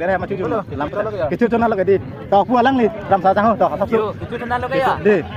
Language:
Karbi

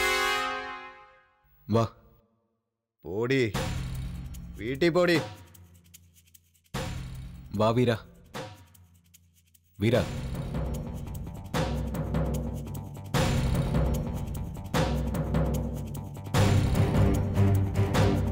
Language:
Malayalam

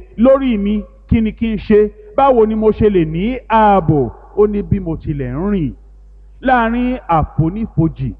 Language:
Yoruba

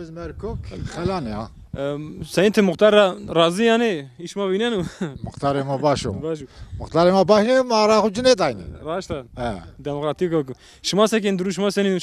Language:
Zaza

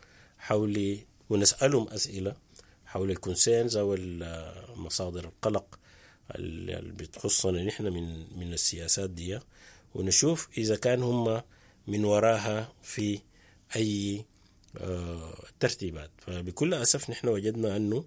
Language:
Sudanese Arabic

